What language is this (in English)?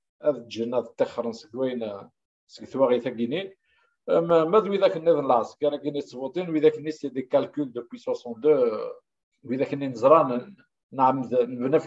Kabyle